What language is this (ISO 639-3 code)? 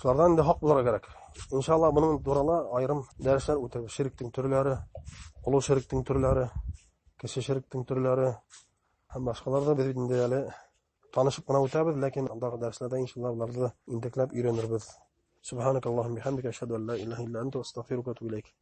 bak